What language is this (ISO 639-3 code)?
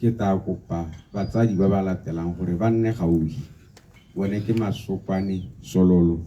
tsn